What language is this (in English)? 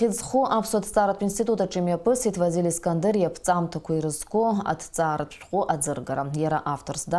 Abkhazian